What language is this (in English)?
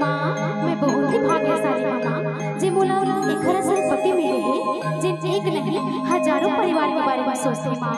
Chhattisgarhi